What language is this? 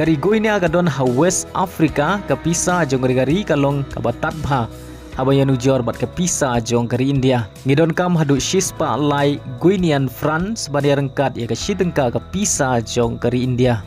Khasi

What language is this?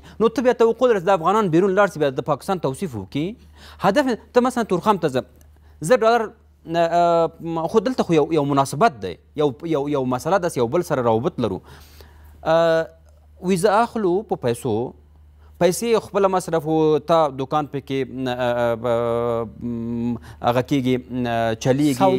Pashto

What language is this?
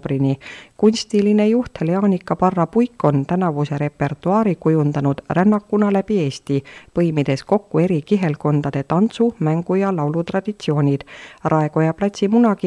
Estonian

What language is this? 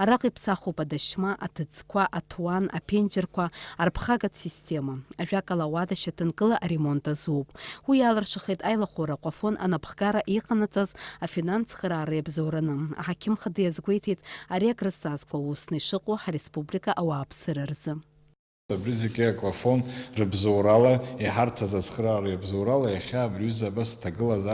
Abkhazian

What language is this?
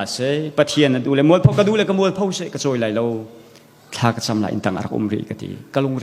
Hakha Chin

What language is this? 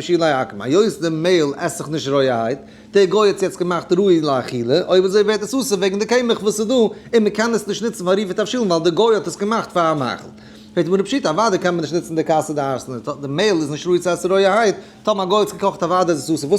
Yiddish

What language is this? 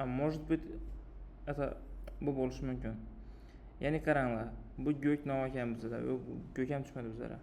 Uzbek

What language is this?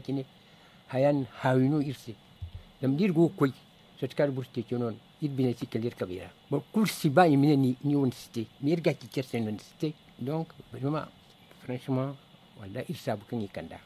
Zarma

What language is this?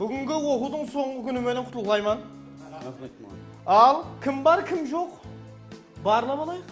Kara-Kalpak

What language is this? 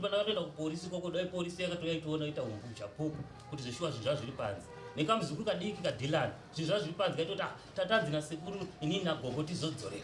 Shona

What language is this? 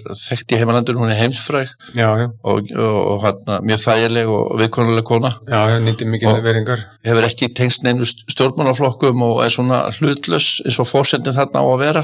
Icelandic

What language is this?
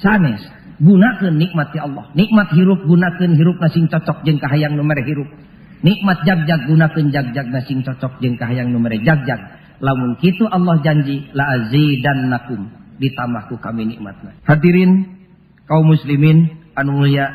Sundanese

